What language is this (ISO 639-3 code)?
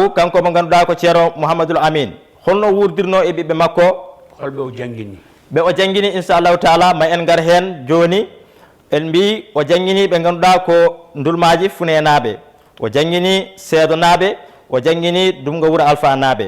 ful